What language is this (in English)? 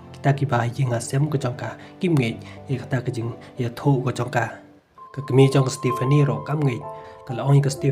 Khasi